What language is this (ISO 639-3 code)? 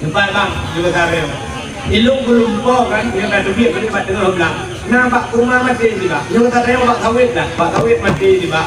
ace